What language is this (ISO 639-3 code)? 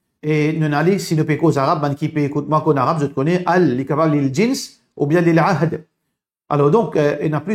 mfe